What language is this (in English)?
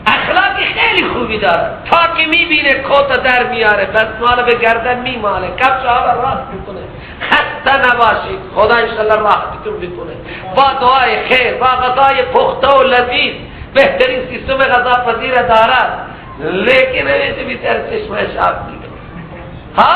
Persian